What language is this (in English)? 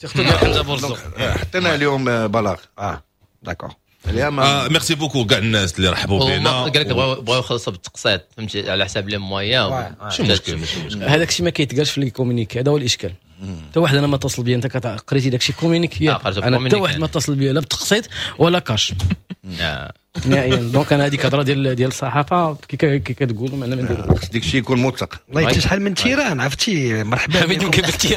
Moroccan Arabic